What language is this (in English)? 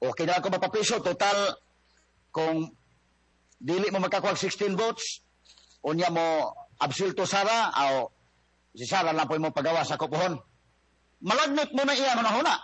Cebuano